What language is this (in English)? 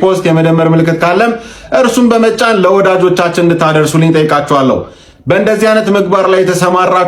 Amharic